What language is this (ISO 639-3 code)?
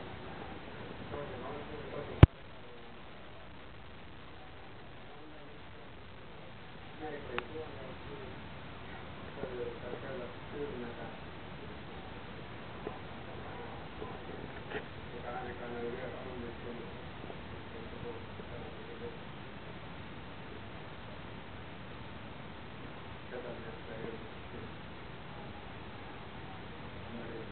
fin